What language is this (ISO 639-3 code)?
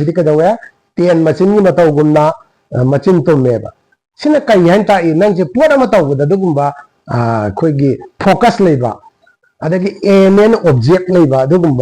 mni